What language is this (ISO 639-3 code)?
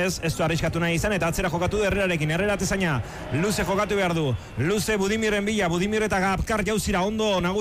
eus